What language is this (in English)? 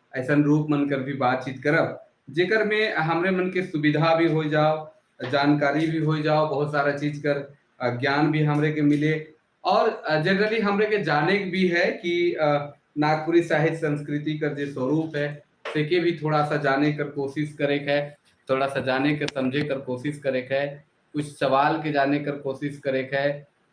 Sadri